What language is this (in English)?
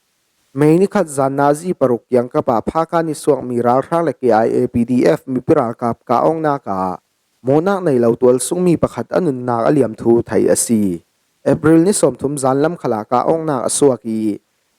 Falam Chin